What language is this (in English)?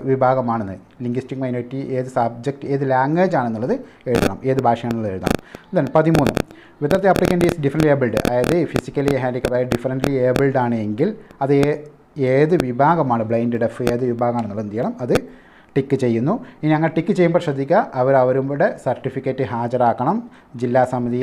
Malayalam